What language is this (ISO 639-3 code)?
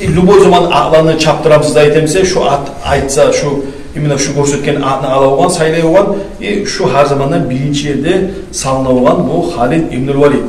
kum